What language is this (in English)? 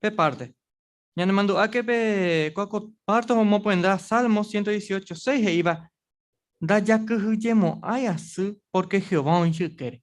Guarani